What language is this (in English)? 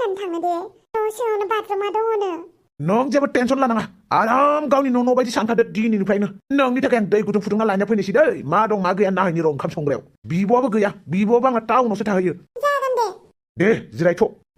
Bodo